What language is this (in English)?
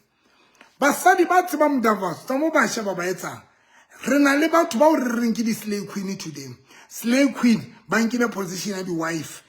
Southern Sotho